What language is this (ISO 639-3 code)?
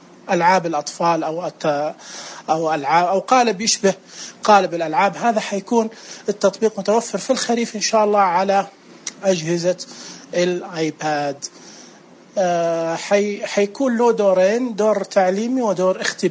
ars